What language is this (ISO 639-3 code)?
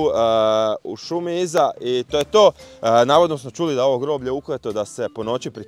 hrv